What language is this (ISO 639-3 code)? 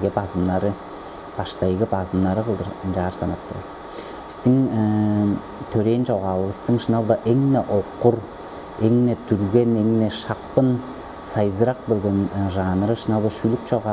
tyv